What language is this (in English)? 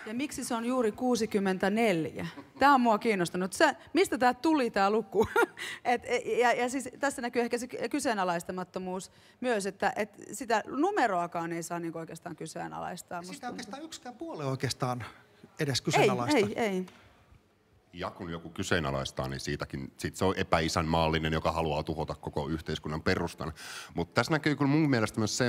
Finnish